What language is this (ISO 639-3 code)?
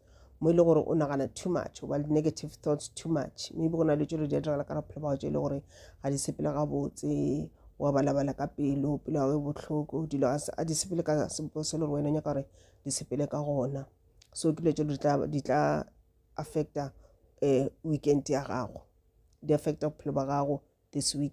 nso